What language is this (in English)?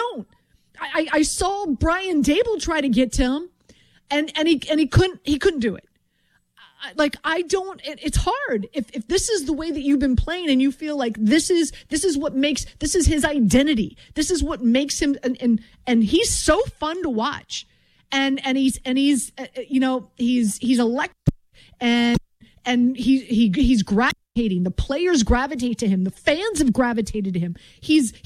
English